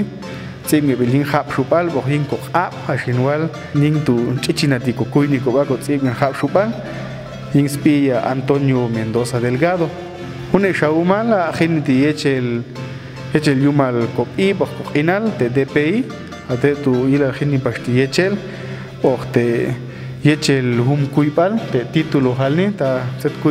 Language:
Popti'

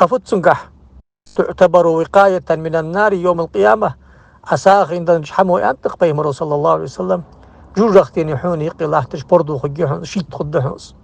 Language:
Ingush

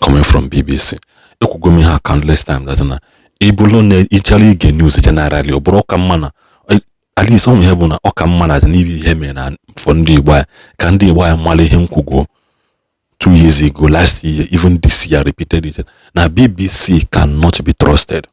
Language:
Igbo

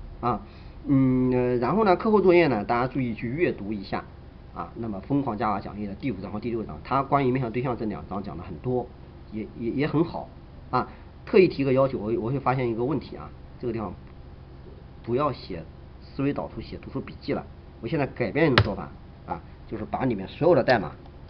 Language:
Chinese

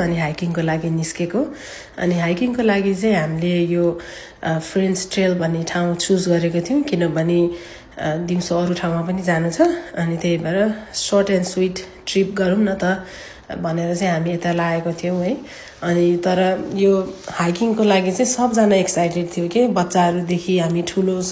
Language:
Nepali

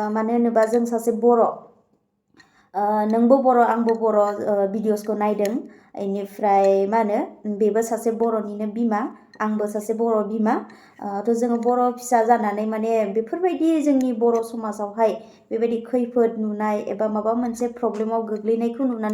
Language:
Bodo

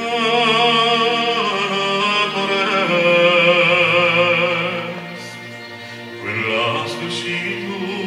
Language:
Romanian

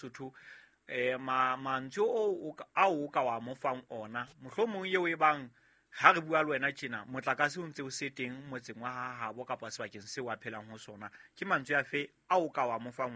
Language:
Southern Sotho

